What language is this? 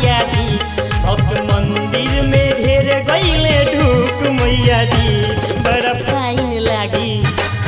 Bhojpuri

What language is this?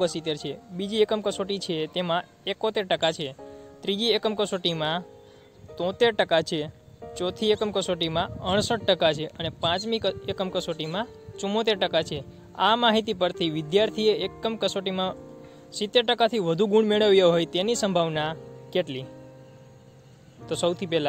Gujarati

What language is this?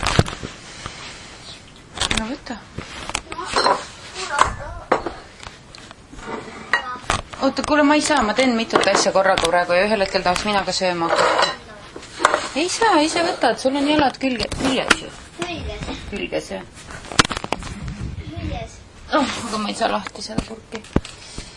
Estonian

